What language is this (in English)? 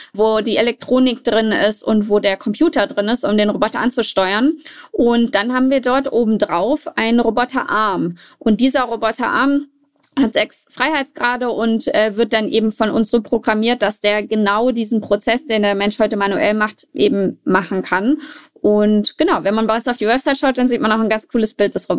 German